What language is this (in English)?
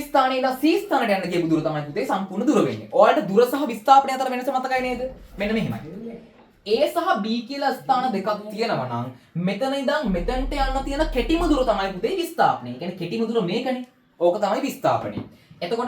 Sinhala